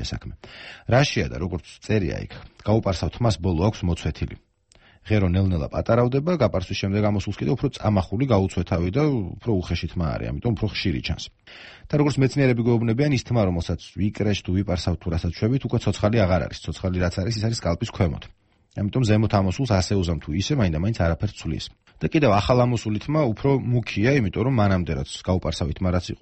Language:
Georgian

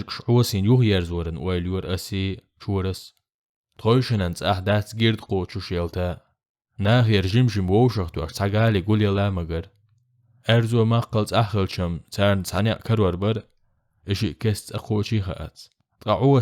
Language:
Chechen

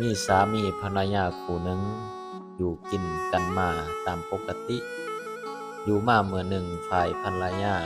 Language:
Lao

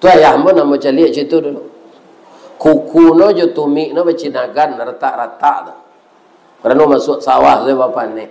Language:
Minangkabau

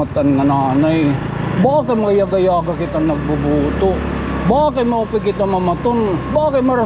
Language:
Waray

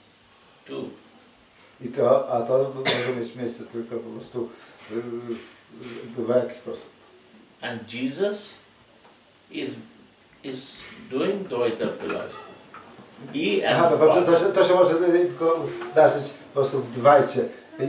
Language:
Polish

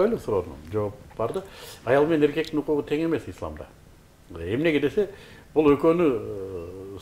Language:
Kyrgyz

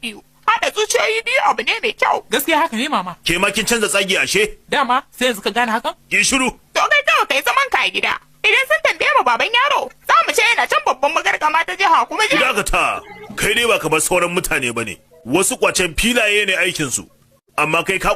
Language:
Hausa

